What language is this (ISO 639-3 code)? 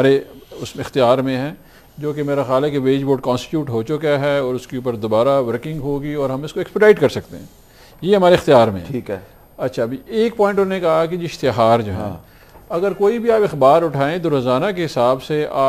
urd